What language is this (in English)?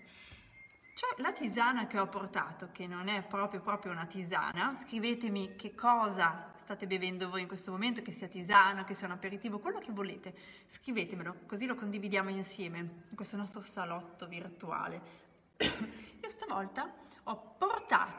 Italian